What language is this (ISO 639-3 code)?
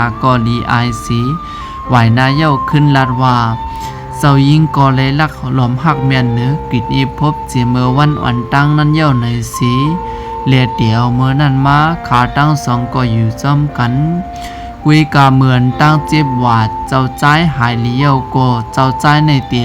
shn